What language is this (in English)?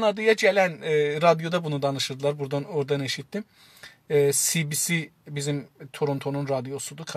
South Azerbaijani